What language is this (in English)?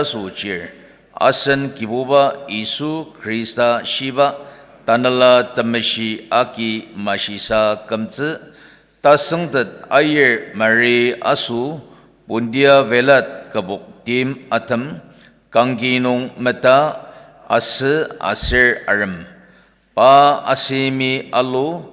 Ao Naga